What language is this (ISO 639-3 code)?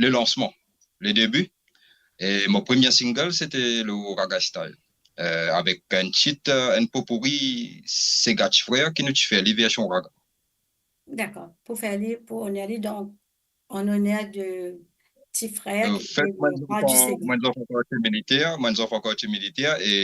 mfe